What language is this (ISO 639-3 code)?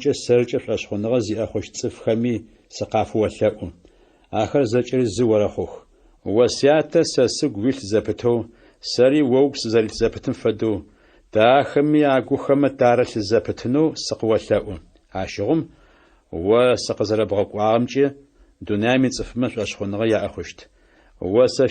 ady